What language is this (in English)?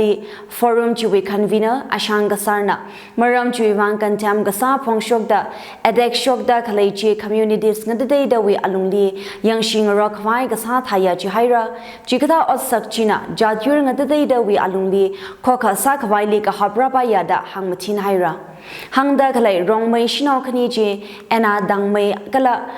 Tangkhul Naga (India)